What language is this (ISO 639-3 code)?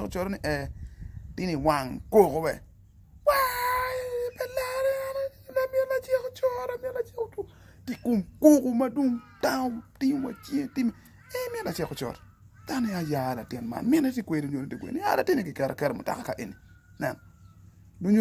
ach